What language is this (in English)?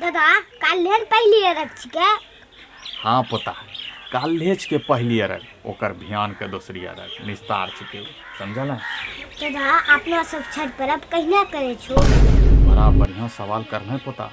Angika